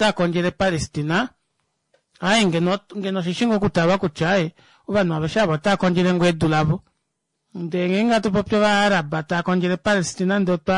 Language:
Kuanyama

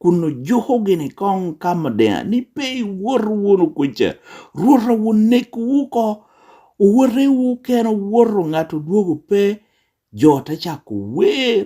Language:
Lango (Uganda)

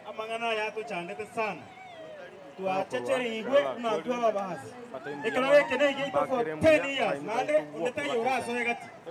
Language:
Gusii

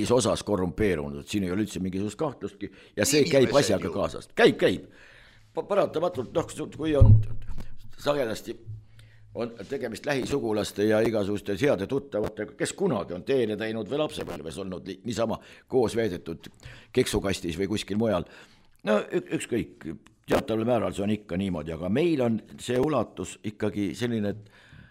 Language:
Estonian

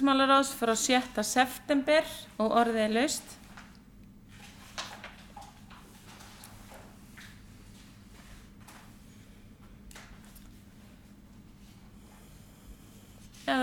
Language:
Icelandic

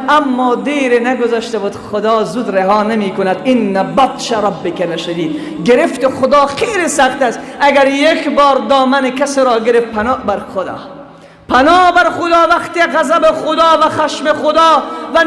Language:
Tajik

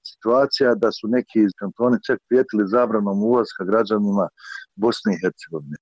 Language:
Bosnian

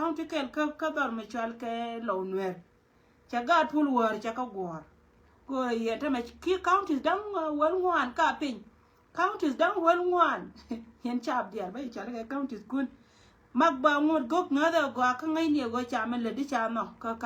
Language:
Nuer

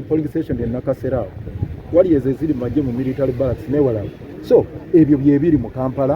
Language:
Ganda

